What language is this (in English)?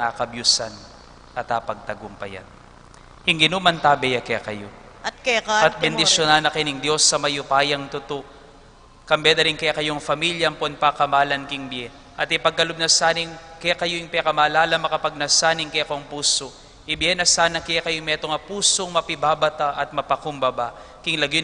Pampanga